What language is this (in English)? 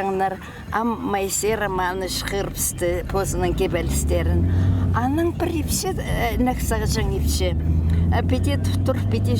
Khakas